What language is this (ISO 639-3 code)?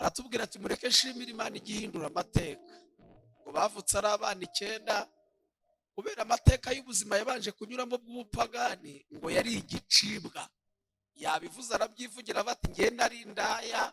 kin